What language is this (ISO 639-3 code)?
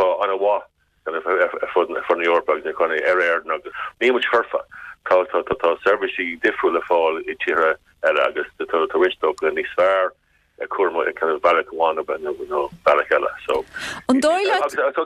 gle